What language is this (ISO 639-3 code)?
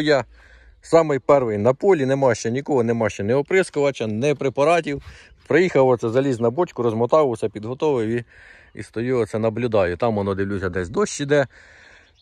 ukr